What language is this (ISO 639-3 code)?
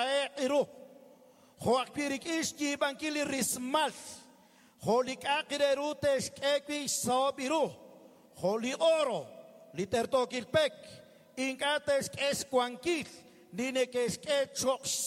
kek